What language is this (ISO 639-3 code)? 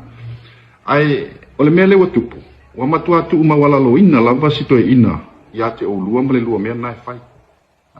smo